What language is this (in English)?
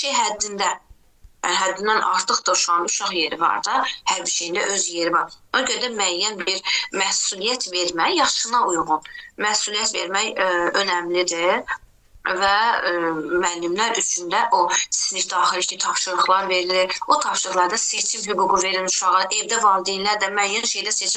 Azerbaijani